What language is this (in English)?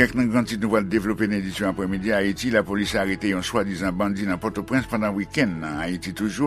Haitian Creole